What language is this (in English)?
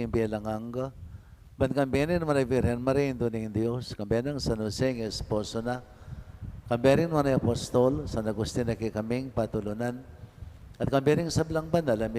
Pampanga